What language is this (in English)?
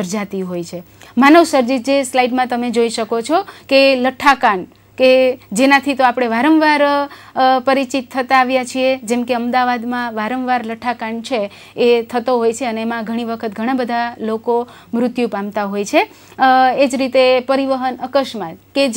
Gujarati